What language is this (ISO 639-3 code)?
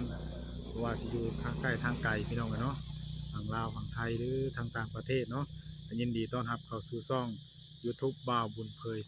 tts